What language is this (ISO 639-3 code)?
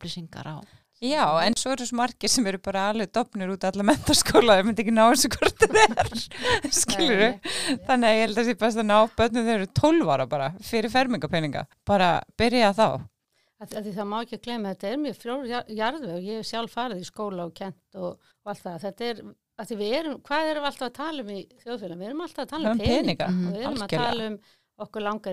isl